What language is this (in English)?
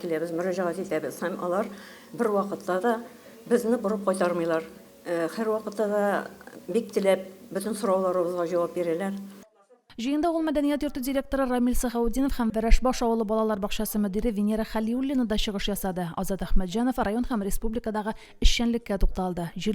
Tatar